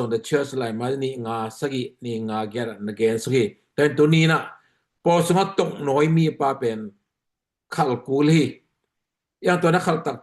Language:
Tedim Chin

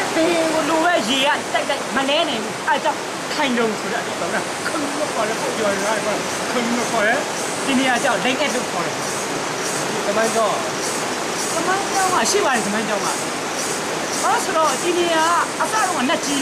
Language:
Burmese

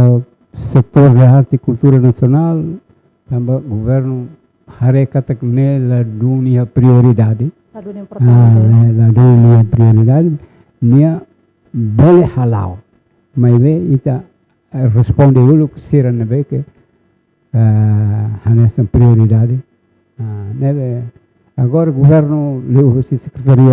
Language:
Tetum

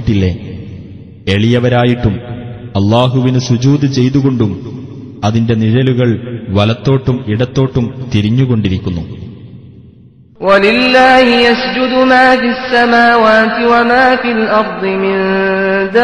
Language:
Malayalam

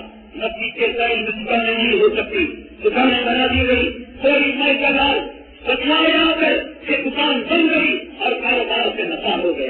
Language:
Urdu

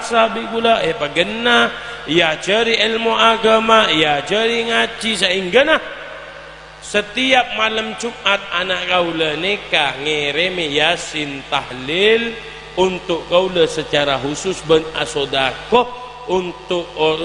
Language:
Madurese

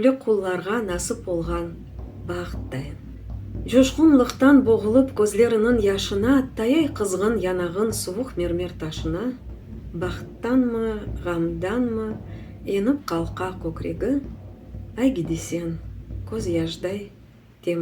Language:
Crimean Tatar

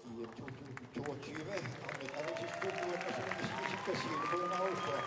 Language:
Kalaallisut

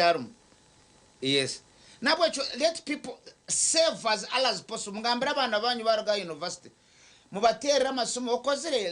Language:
Nyankole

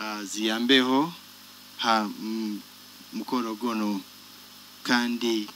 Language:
Nyoro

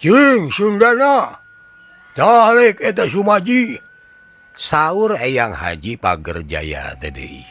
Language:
Sundanese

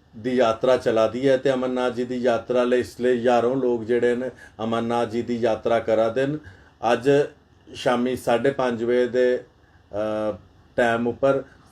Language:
Dogri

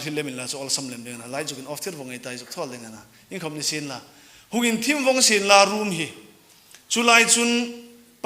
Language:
Hmar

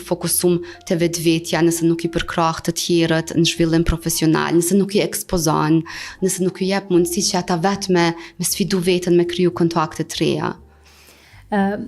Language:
Albanian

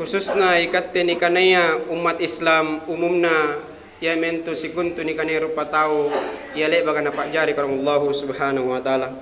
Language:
Makasar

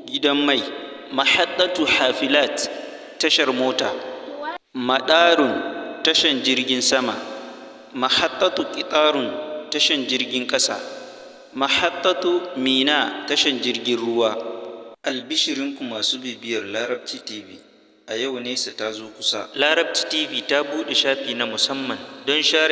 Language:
Hausa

